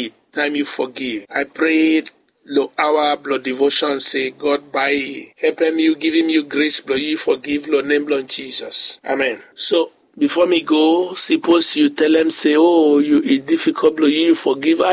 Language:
Bislama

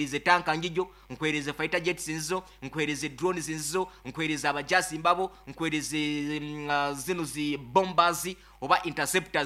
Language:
Nyankole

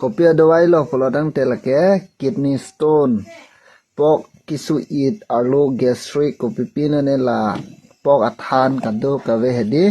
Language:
Karbi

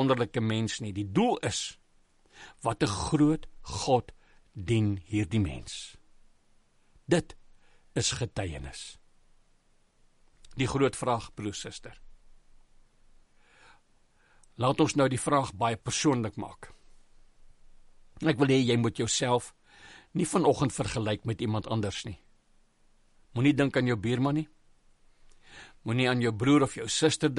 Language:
Afrikaans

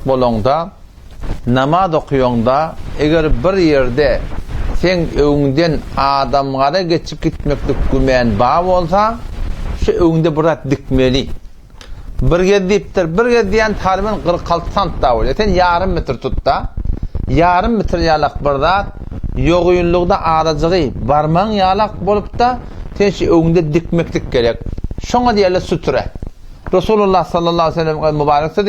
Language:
Turkmen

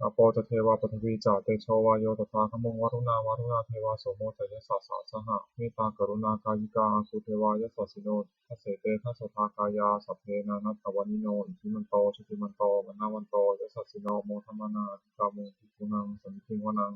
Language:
Pali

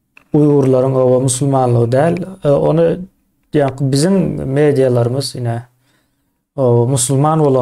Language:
Turkmen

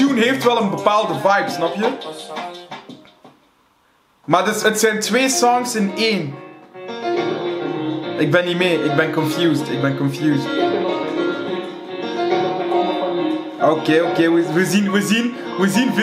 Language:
Dutch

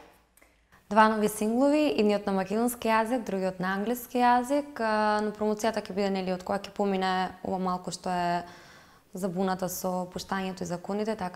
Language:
Macedonian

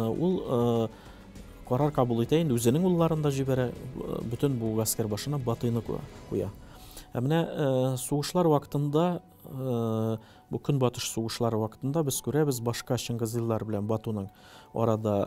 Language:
Tatar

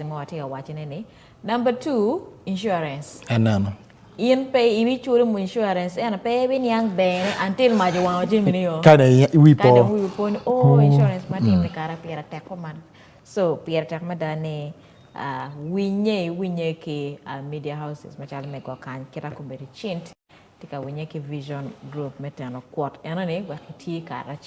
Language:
Acoli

